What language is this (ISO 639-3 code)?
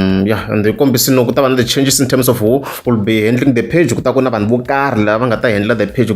tso